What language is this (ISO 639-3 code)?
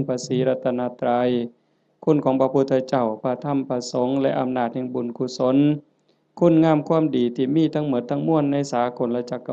lao